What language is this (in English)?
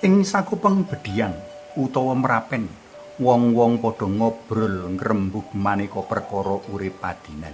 Javanese